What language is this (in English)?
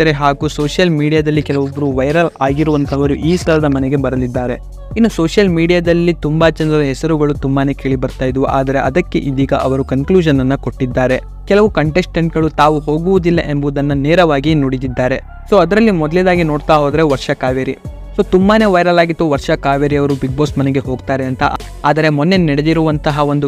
Kannada